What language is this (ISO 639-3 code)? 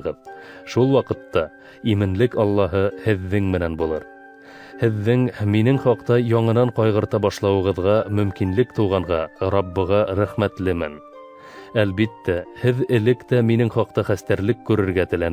bak